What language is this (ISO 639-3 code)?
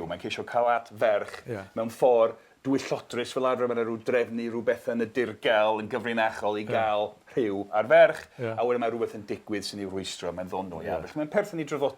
cym